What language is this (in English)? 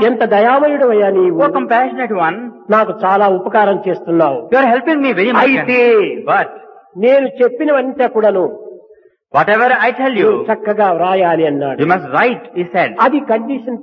Telugu